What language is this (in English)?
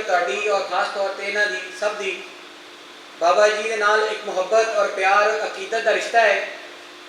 Western Panjabi